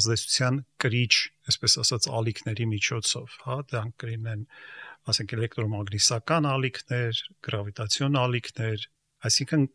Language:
Armenian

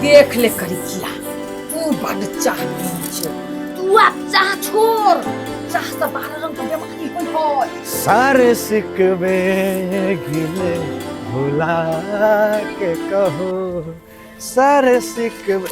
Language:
Maithili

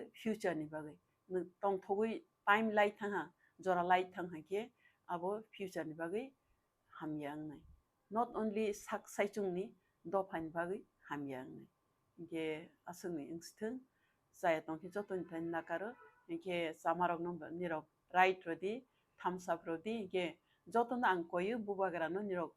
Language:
Kok Borok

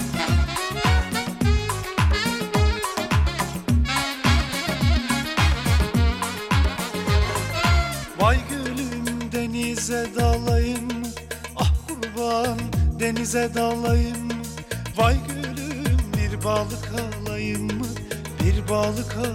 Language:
Turkish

